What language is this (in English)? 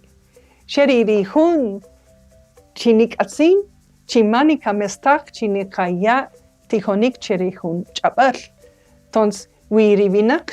Kaqchikel